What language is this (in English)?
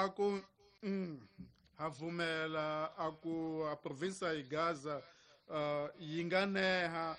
Tsonga